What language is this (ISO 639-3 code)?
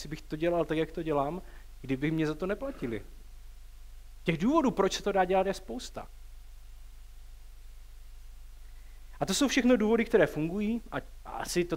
ces